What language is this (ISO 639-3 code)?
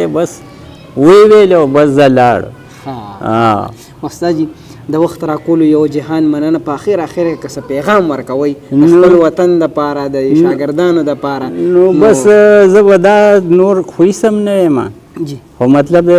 pus